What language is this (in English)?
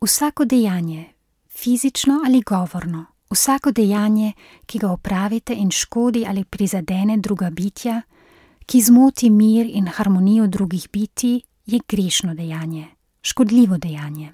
Slovenian